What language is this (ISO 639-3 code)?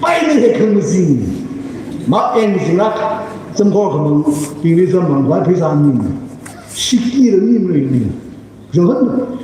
nmf